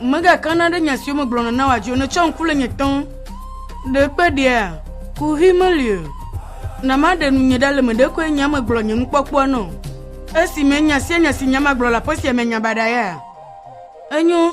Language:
Ewe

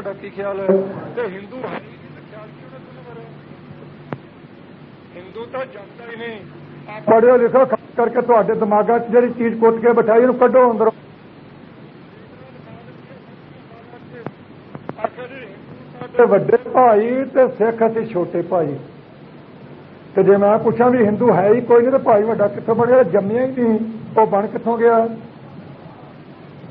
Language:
Punjabi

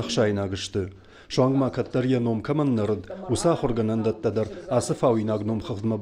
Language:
Ossetic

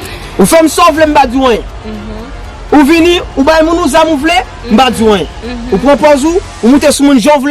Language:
Haitian Creole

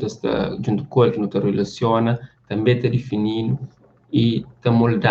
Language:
Kabuverdianu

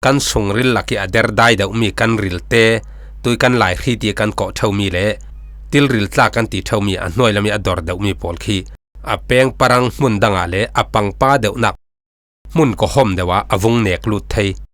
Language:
Falam Chin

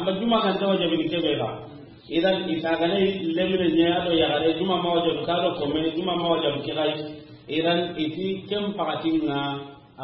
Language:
Soninke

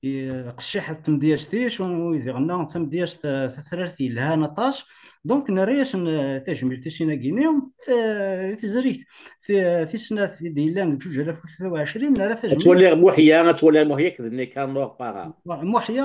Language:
Kabyle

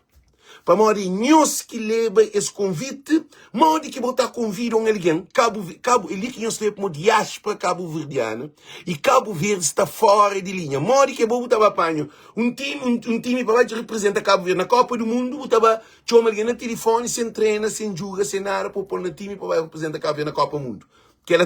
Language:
Kabuverdianu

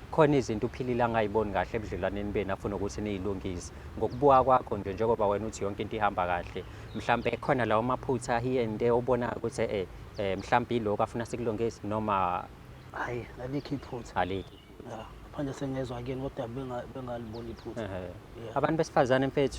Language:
Zulu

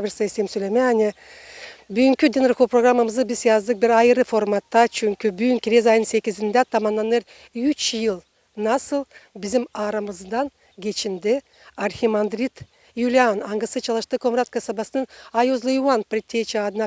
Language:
Gagauz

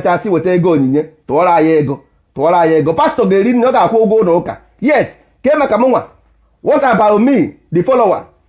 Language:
Igbo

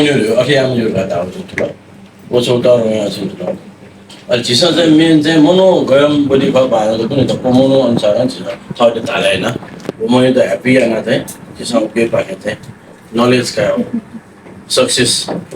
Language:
Newari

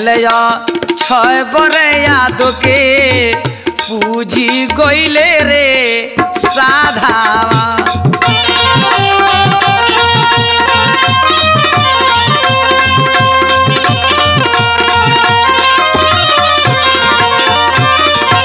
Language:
Bhojpuri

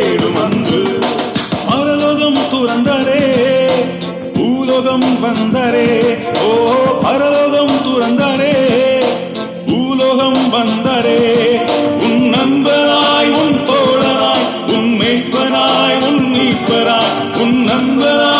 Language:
Tamil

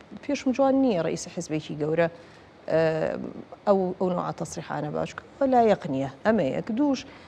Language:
Central Kurdish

